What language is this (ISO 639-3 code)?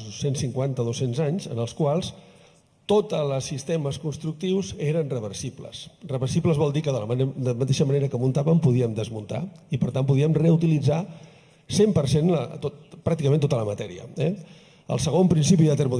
cat